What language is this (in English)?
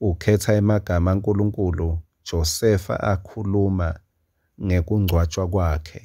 Swati